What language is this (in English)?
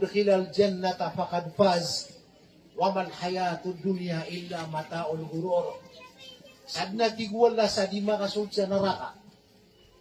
Maranao